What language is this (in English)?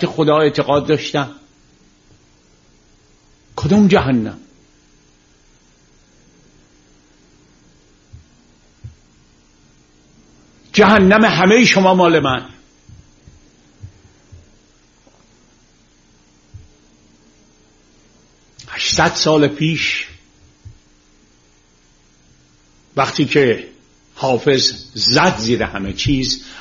Persian